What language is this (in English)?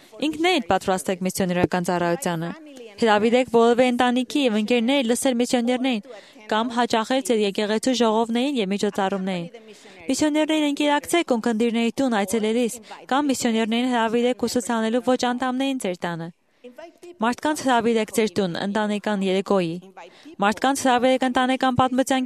Armenian